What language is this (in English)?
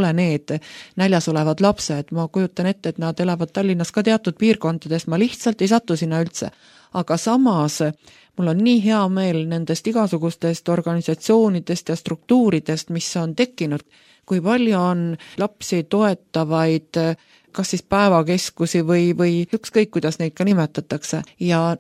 Estonian